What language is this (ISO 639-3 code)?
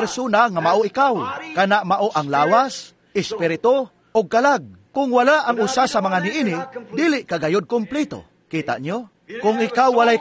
ceb